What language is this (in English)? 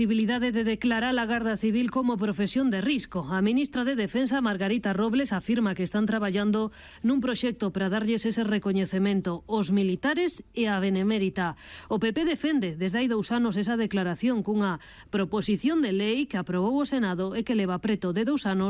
Galician